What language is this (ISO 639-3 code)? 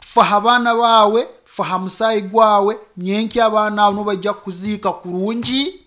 nyo